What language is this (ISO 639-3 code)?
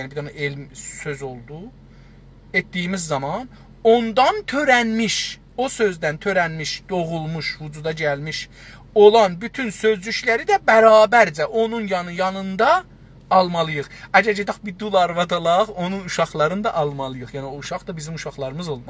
azb